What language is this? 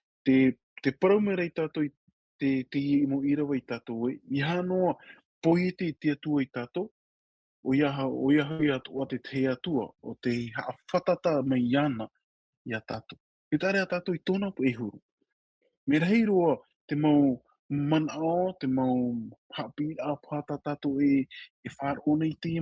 Tahitian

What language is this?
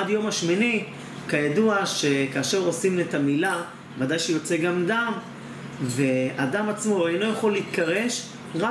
Hebrew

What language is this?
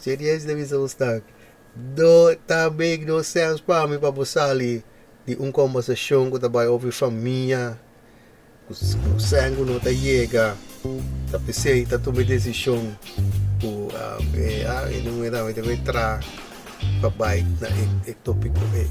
Papiamento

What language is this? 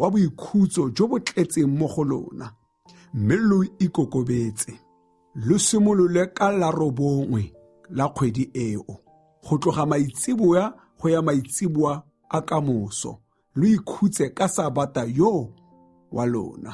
Tswana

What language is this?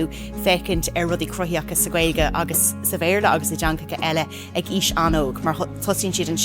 Irish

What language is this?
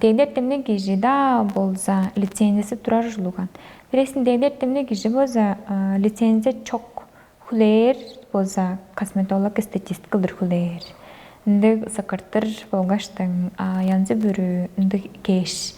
Tuvinian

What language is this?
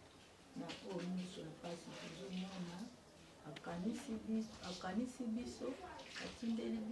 Lingala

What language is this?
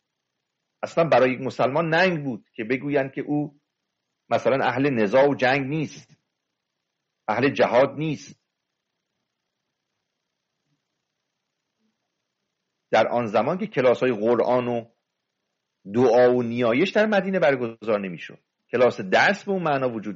Persian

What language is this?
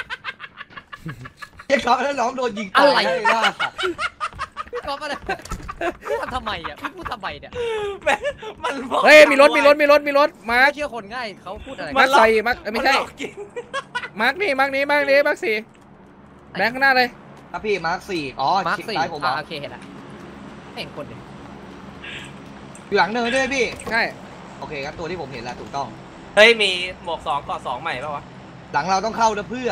Thai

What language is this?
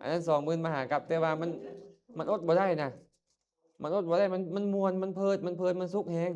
Lao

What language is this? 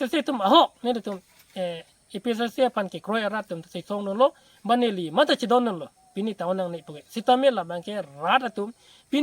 Karbi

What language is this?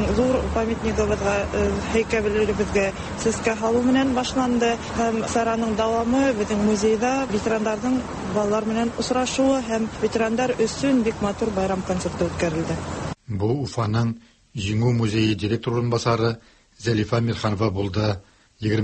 Tatar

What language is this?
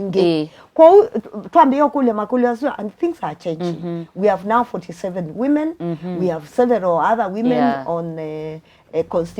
Kamba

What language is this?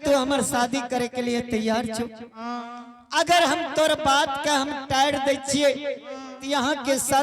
Angika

